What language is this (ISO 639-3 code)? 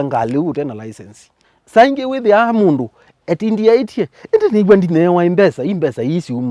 kam